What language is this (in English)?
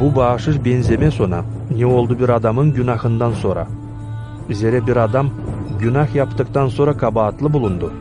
Gagauz